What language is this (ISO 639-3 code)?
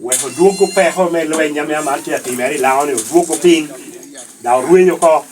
laj